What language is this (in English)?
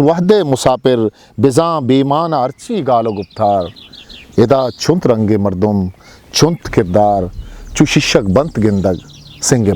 Eastern Balochi